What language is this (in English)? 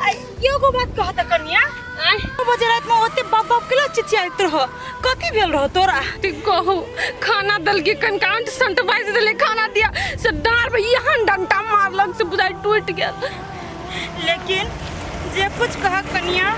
Maithili